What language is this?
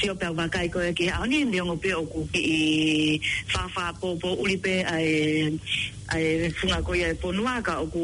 Tongan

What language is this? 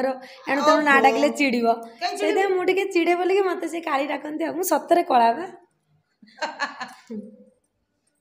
Odia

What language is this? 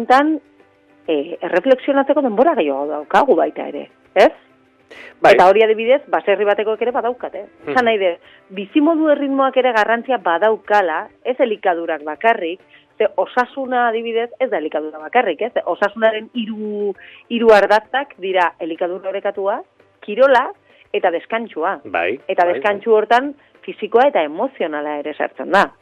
Basque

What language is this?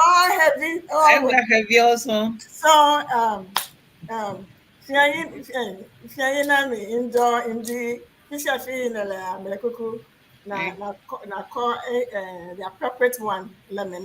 Ewe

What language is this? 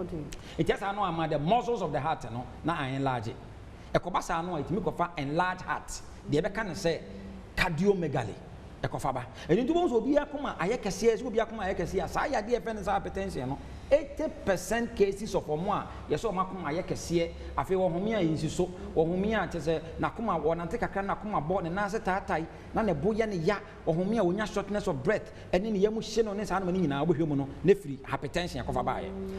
Akan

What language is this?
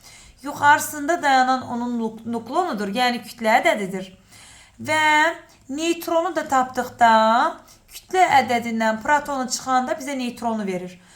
Azerbaijani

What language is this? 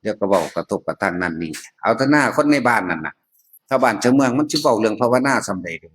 Northeastern Thai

